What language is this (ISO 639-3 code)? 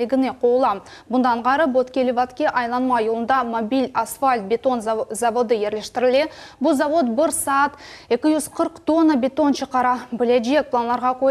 crh